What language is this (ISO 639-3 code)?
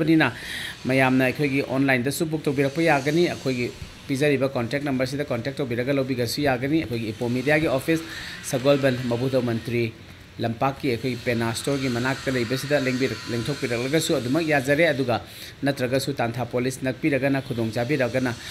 mni